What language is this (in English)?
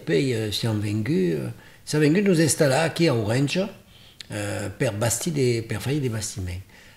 Occitan